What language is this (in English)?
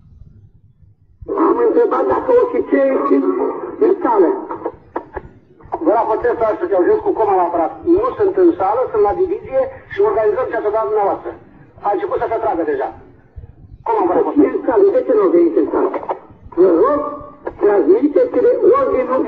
Romanian